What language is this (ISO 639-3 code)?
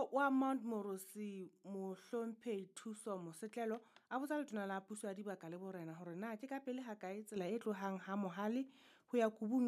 sot